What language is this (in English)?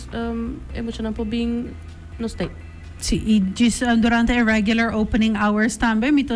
Papiamento